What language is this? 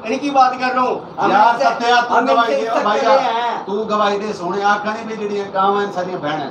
Saraiki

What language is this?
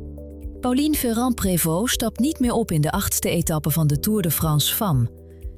Dutch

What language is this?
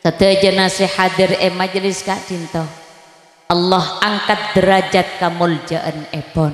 Madurese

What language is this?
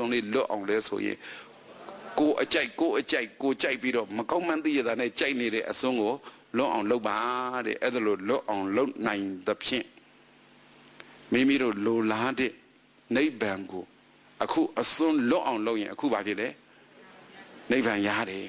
Burmese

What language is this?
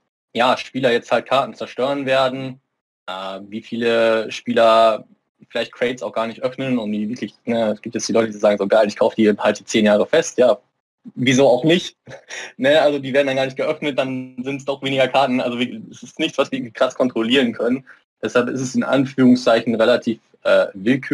German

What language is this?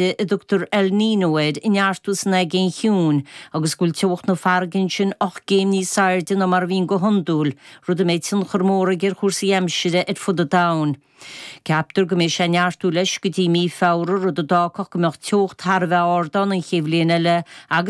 Irish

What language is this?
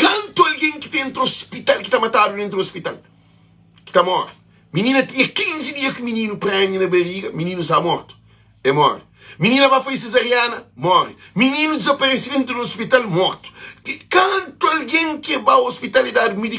Kabuverdianu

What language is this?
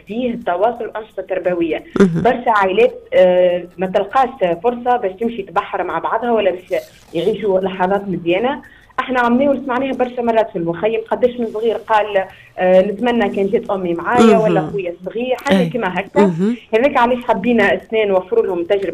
Tunisian Arabic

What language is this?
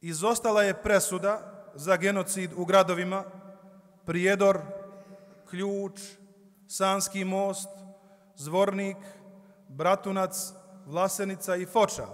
Bosnian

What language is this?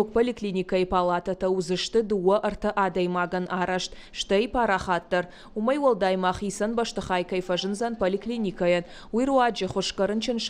Ossetic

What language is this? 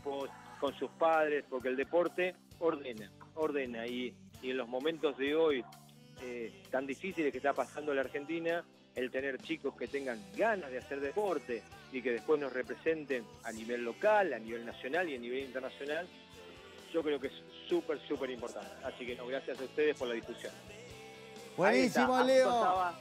Spanish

